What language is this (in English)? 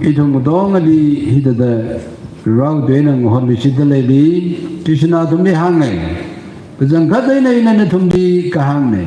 Tangkhul Naga (India)